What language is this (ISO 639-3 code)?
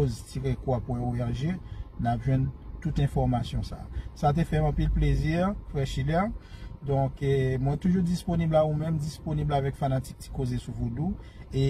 hat